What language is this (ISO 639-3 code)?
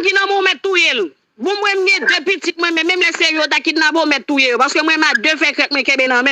hat